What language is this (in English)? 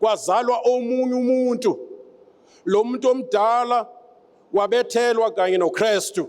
Zulu